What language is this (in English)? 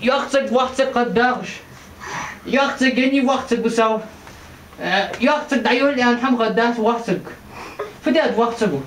Ingush